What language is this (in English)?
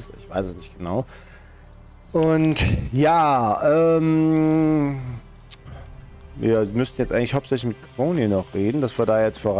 German